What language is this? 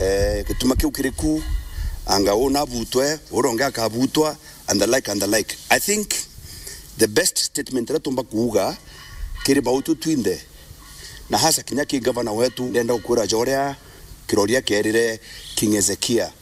Meru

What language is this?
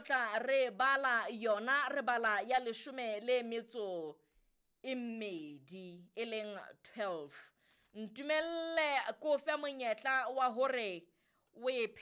Southern Sotho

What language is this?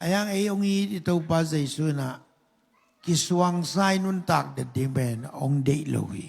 Tedim Chin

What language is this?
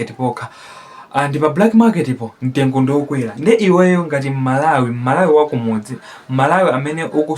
Nyanja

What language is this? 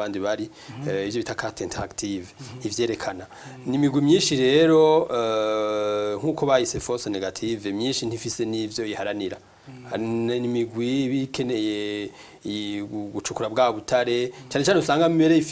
Rundi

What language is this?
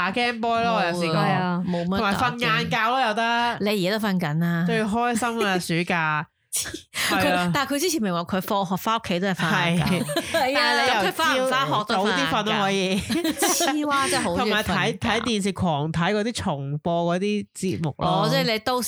Cantonese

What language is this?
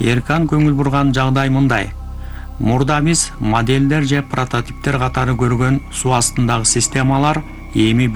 Kyrgyz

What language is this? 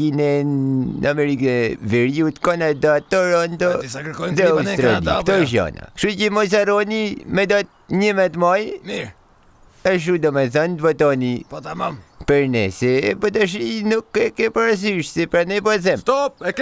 Albanian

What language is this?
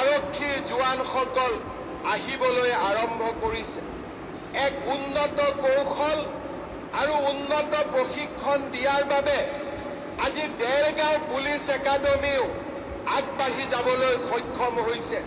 Assamese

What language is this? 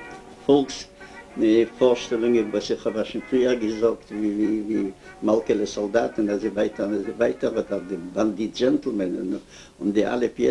Yiddish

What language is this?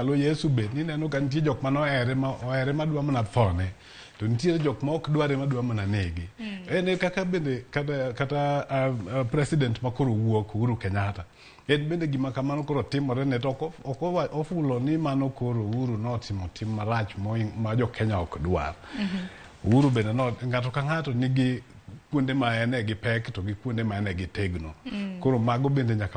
Luo (Kenya and Tanzania)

